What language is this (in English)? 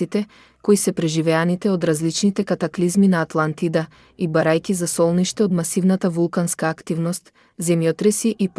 Macedonian